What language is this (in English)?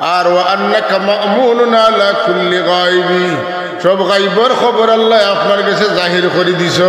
Sylheti